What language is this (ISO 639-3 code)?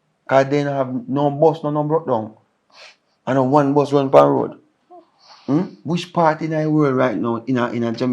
jam